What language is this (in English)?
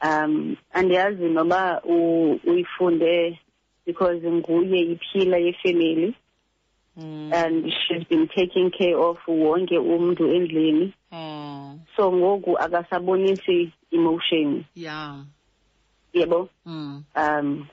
Xhosa